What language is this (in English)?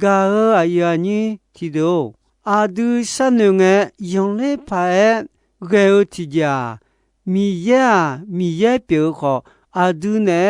Akha